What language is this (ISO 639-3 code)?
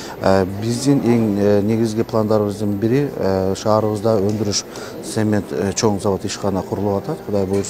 kir